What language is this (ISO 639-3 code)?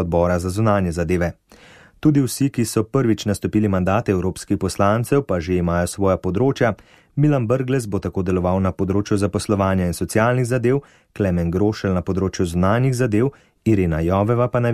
slv